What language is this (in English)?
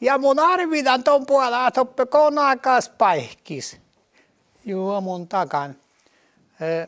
Northern Sami